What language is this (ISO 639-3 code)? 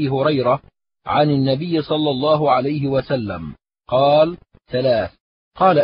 ara